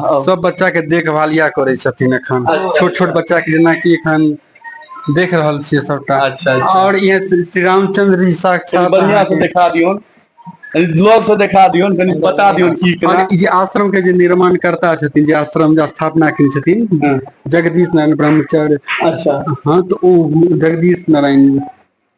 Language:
Maithili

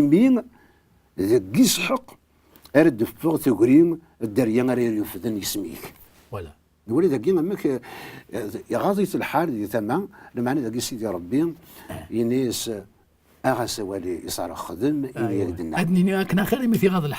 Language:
Kabyle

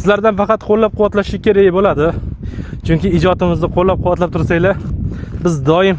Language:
Uzbek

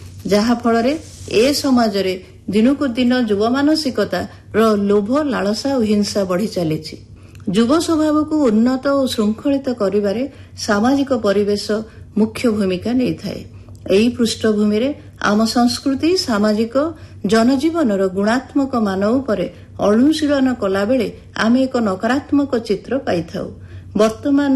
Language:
Odia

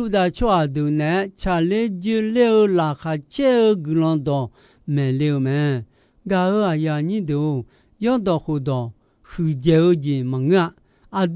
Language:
Akha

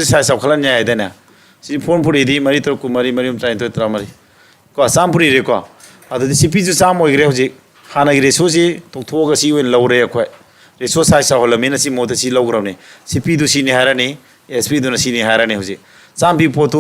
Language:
Manipuri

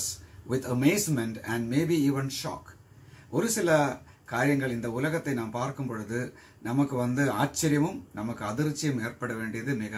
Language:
Tamil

